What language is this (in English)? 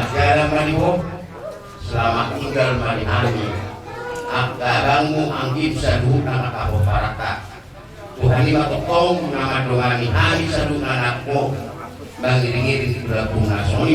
Batak Toba